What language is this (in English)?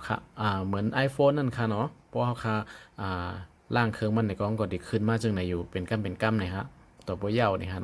Shan